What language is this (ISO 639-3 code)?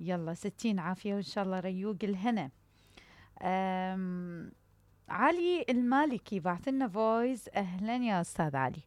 acm